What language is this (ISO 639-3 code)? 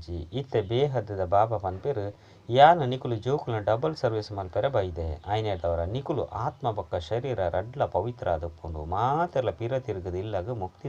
tcy